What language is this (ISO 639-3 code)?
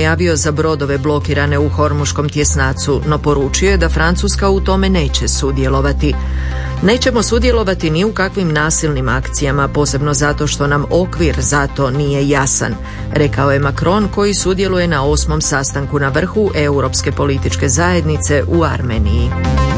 hrv